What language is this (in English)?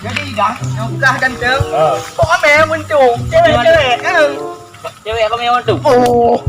Achinese